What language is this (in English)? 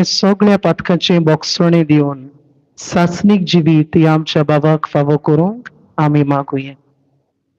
Konkani